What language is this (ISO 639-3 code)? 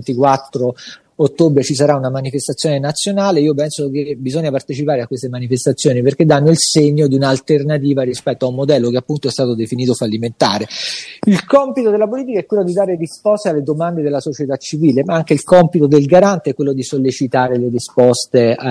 ita